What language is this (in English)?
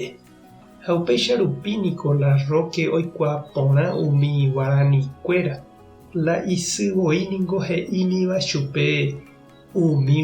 Guarani